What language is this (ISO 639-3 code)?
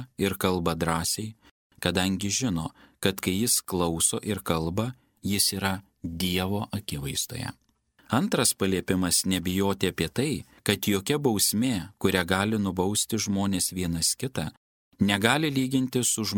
lit